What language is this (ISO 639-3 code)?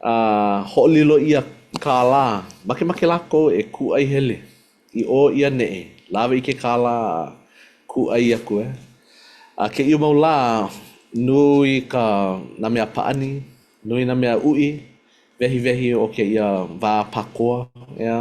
haw